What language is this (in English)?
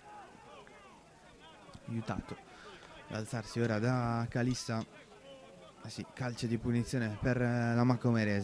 Italian